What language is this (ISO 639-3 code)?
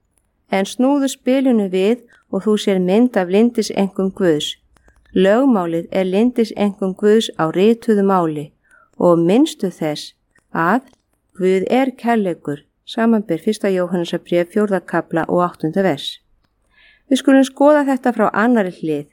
isl